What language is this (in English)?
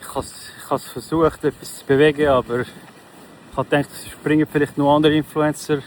Swiss German